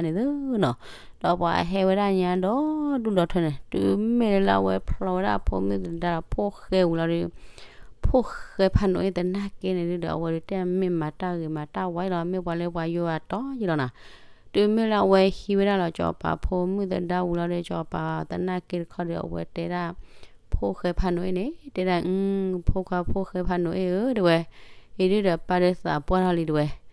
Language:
S'gaw Karen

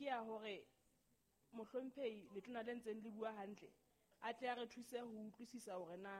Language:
Southern Sotho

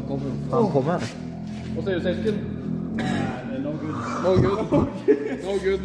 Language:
Norwegian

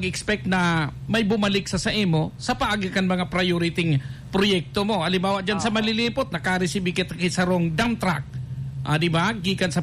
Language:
Bikol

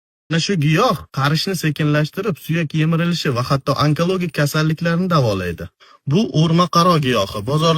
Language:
Uzbek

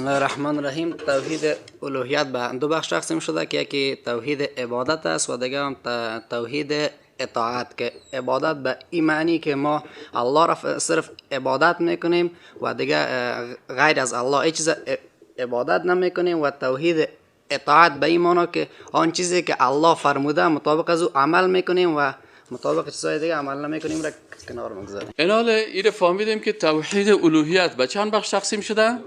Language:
Persian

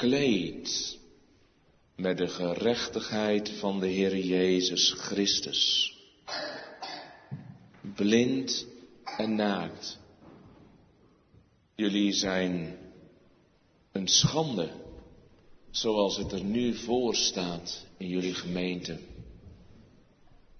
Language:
Dutch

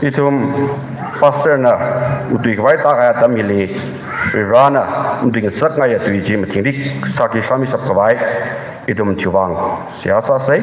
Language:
Tangkhul Naga (India)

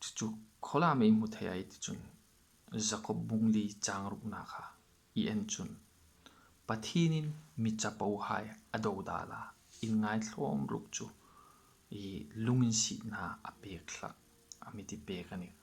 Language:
Hmar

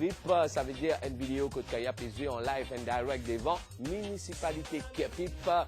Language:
Morisyen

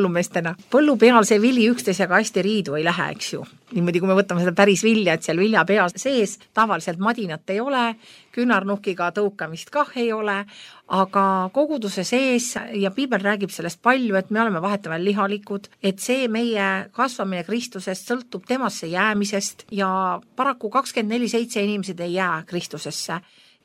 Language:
Estonian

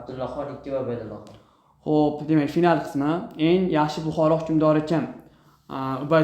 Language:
Uzbek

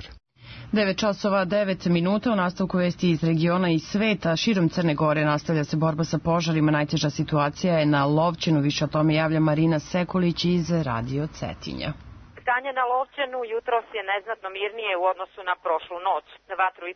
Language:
Serbian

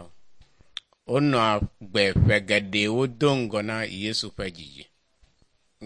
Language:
Ewe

